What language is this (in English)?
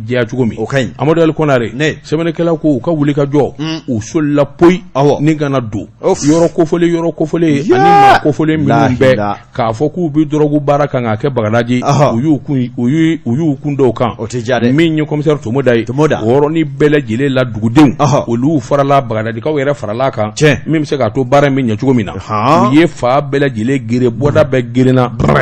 Bambara